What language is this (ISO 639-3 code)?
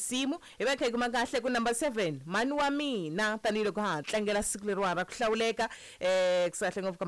tso